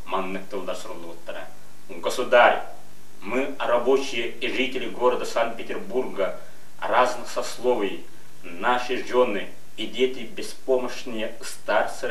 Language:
Yakut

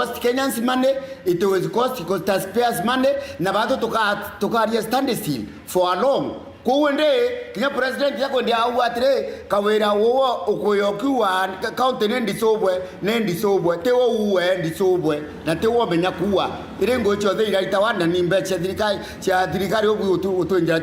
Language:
Meru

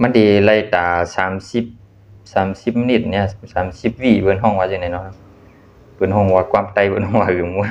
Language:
Shan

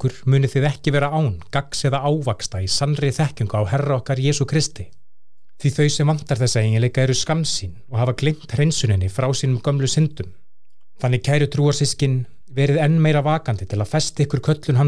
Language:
Icelandic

